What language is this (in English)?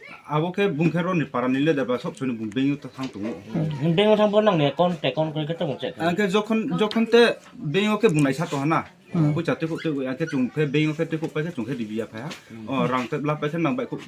Riang (India)